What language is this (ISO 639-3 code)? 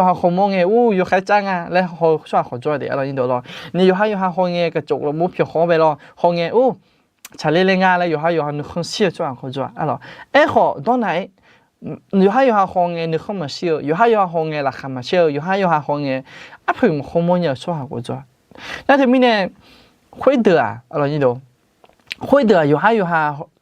ahk